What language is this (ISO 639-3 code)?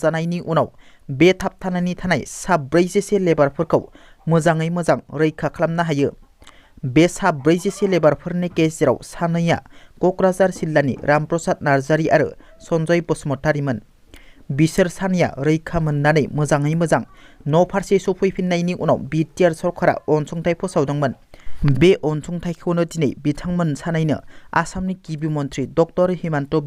brx